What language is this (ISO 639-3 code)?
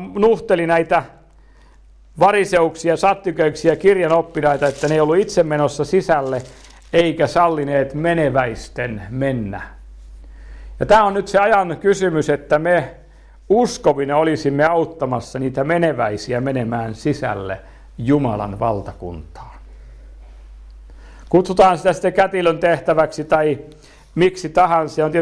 fin